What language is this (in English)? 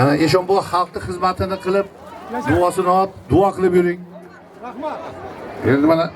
Uzbek